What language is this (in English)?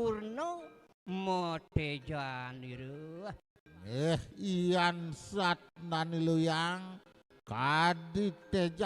Balinese